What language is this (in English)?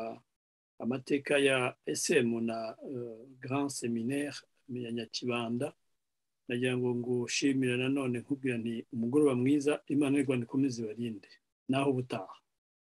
Kinyarwanda